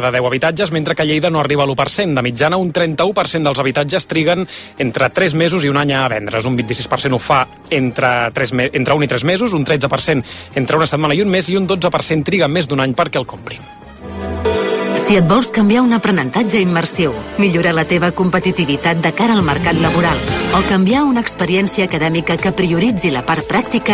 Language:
Catalan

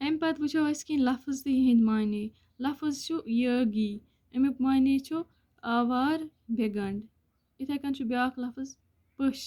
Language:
Kashmiri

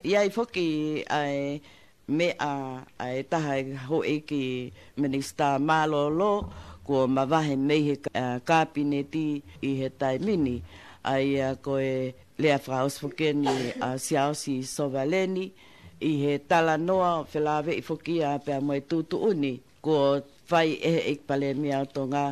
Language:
Tongan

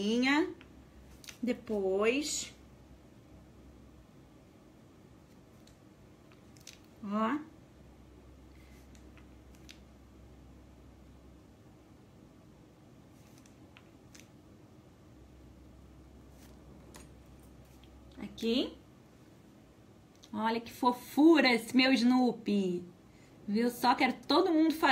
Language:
Portuguese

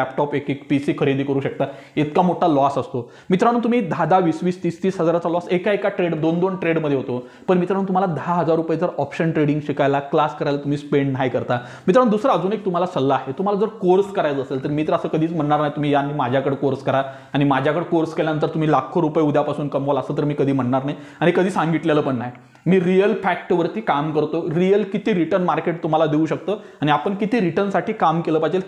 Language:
Marathi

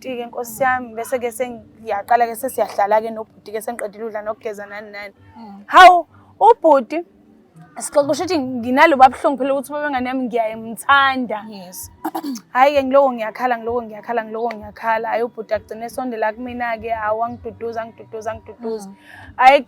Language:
Zulu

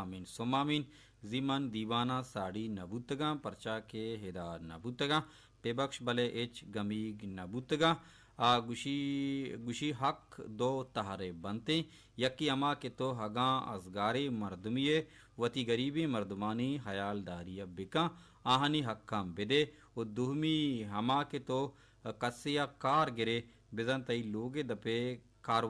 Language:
Baluchi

